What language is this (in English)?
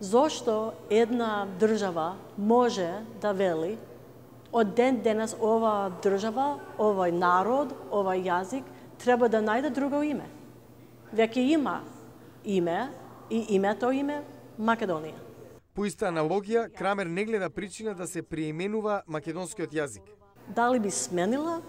Macedonian